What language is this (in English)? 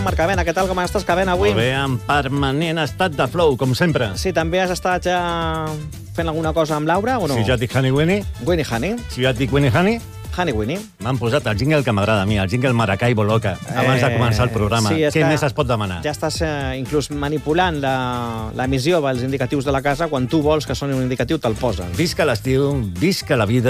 Catalan